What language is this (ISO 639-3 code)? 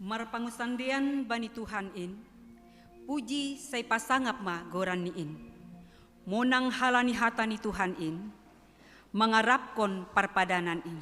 bts